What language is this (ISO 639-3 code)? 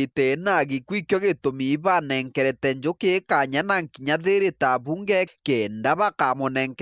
mer